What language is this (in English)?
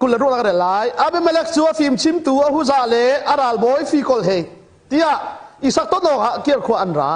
Hakha Chin